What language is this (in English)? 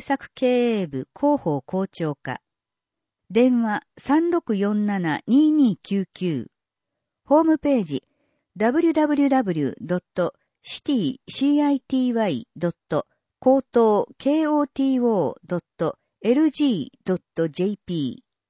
Japanese